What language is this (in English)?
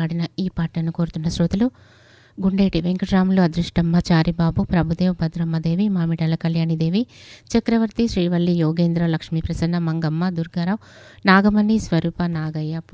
Telugu